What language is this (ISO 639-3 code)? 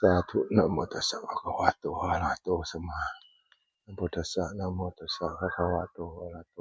tts